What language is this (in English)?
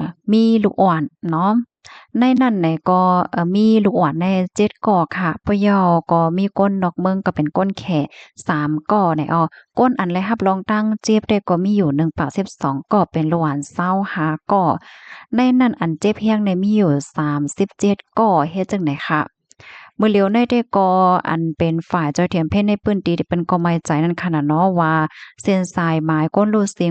Shan